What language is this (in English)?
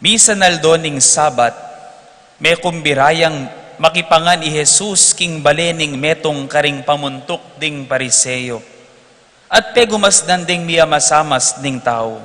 Pampanga